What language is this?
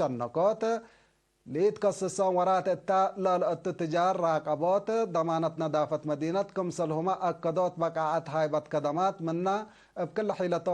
Tigre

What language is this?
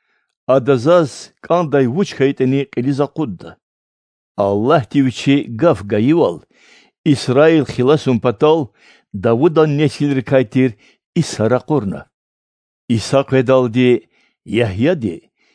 Lezghian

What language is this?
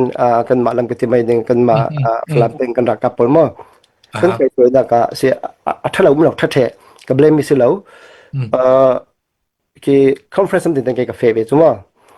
Falam Chin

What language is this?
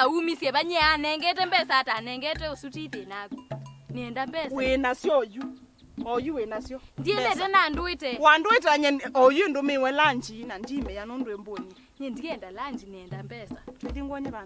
Kamba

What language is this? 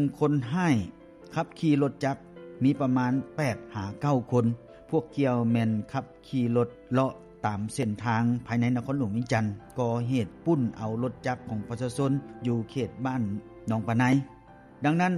Lao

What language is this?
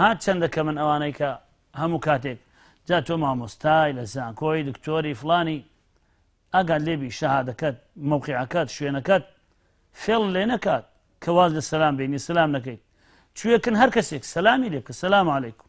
Central Kurdish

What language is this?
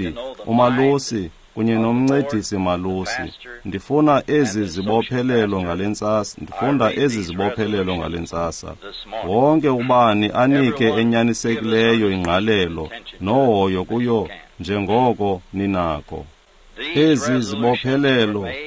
Xhosa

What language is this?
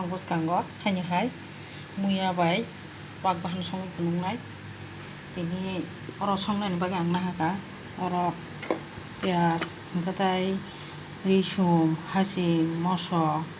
Kok Borok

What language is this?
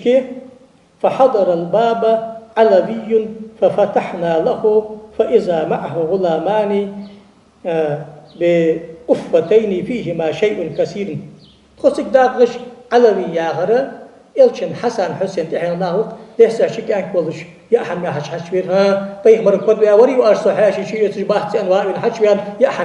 Ingush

